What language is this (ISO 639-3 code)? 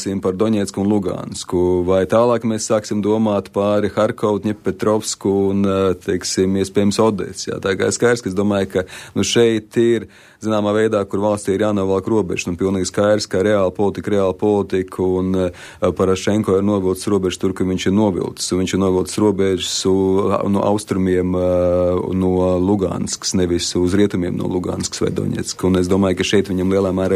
lav